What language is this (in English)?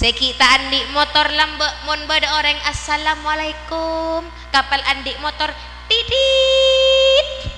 Madurese